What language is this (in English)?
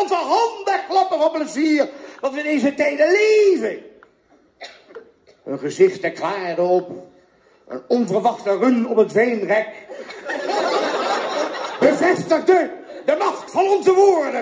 Dutch